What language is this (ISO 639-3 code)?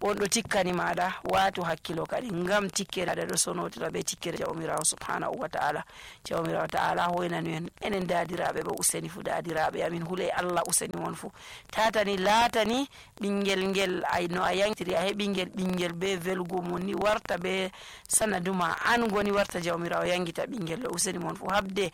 fuv